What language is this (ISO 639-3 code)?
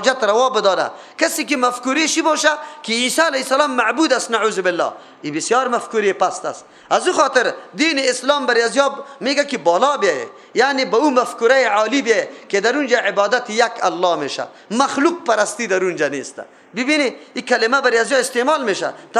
fas